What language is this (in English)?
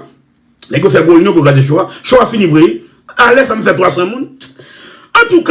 Haitian Creole